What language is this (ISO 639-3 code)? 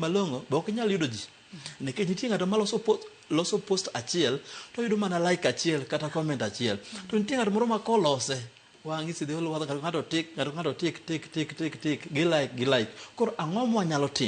luo